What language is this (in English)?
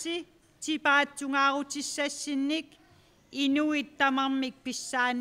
Kalaallisut